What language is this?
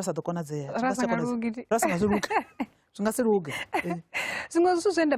Venda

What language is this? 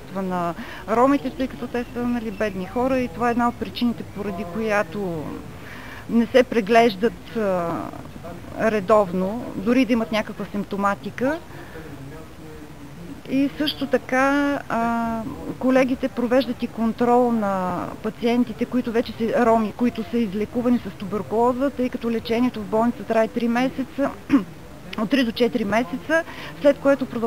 Bulgarian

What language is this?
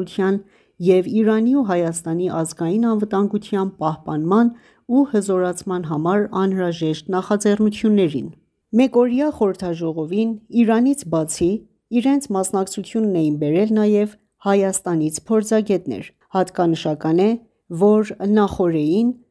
Armenian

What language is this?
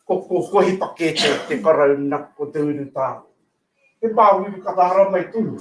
Māori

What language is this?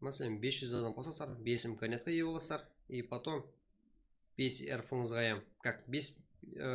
Kara-Kalpak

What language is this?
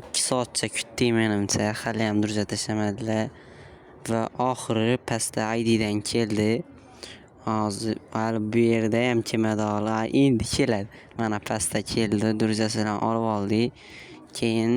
Uzbek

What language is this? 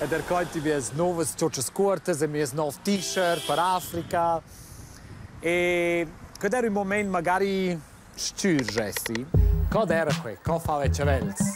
Romansh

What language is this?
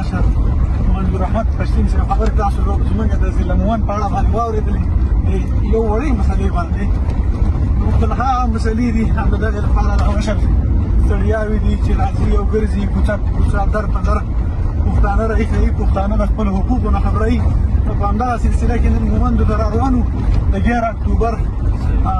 Pashto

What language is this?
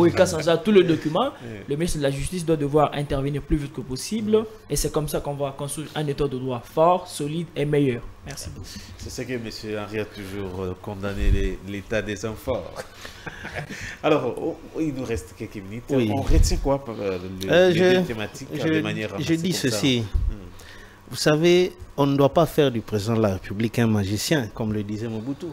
French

